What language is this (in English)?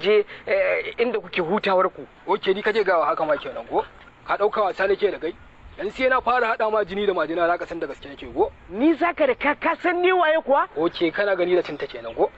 Hausa